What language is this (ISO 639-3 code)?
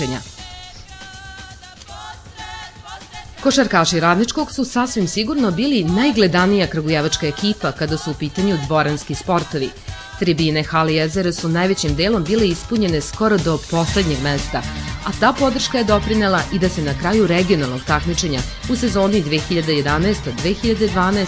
srp